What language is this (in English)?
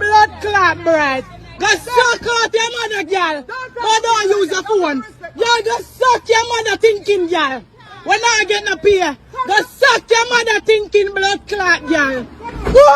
Jamaican Creole English